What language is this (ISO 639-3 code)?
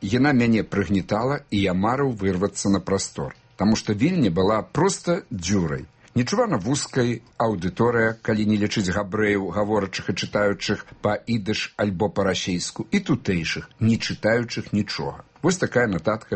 bel